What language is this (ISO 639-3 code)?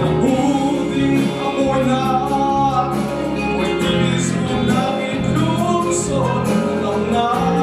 cfm